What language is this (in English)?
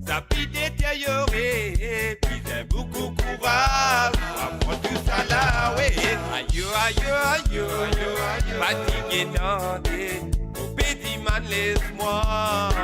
Morisyen